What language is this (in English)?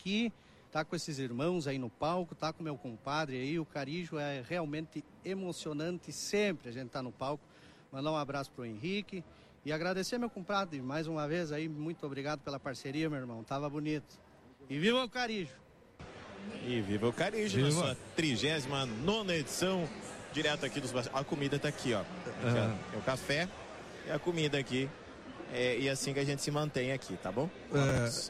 Portuguese